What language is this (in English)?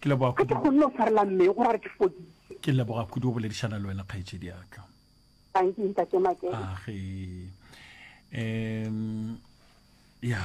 Northern Sotho